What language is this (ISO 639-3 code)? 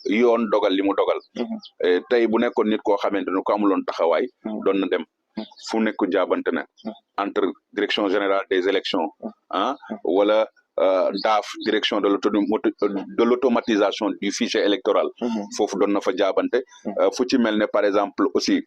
wol